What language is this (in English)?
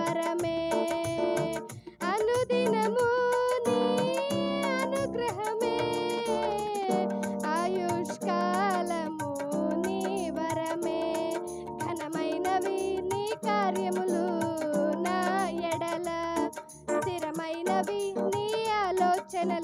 Telugu